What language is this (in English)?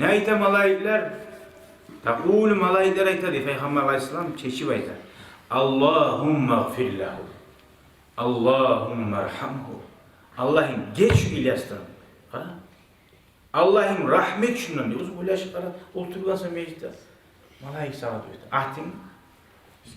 Kumyk